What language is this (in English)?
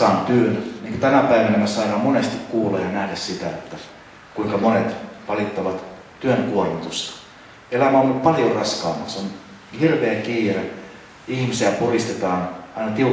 Finnish